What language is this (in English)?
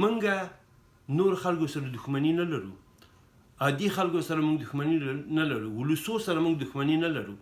Pashto